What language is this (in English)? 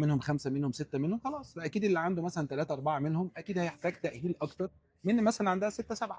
Egyptian Arabic